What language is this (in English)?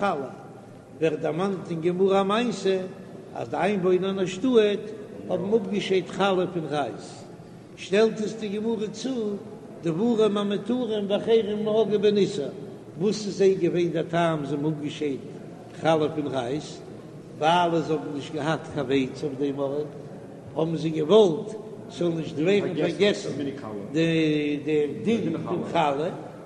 Yiddish